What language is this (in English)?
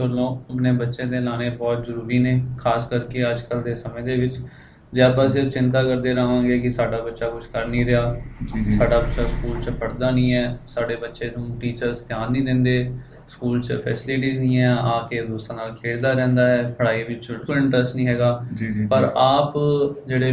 Punjabi